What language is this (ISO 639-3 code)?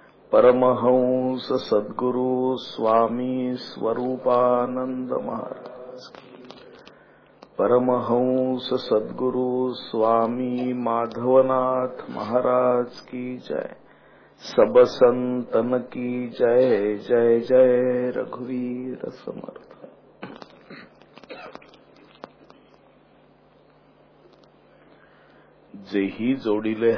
mar